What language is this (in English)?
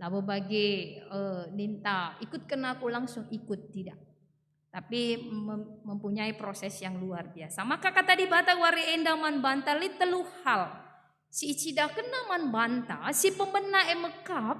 Batak Karo